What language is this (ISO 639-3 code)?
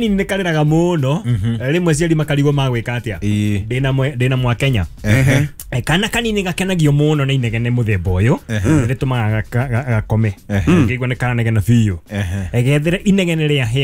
kik